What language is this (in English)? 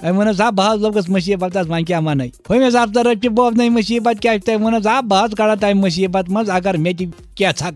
Kashmiri